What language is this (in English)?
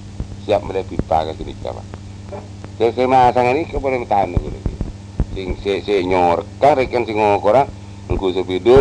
Madurese